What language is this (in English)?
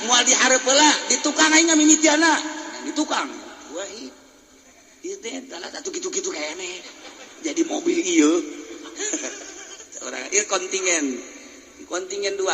Sundanese